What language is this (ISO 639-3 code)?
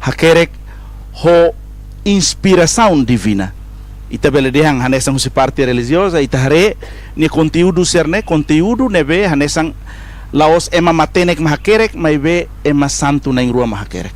tet